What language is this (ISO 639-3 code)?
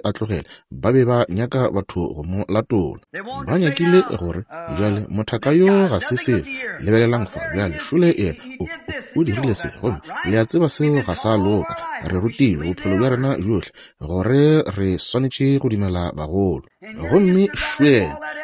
nso